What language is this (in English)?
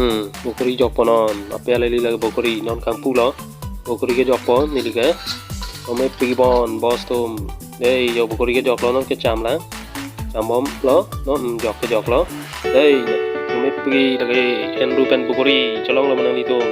Karbi